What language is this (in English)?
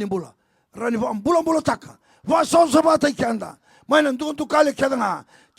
Fijian